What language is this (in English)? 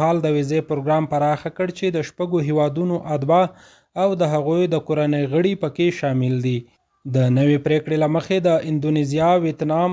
Pashto